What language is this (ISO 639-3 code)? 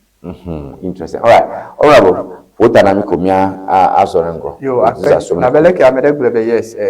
ewe